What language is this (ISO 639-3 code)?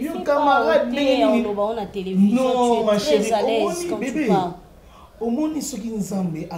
lin